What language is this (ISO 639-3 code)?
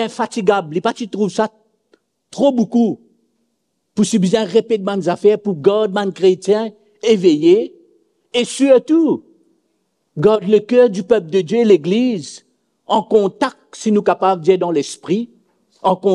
mfe